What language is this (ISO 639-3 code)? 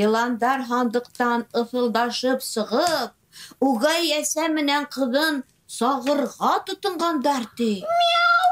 bak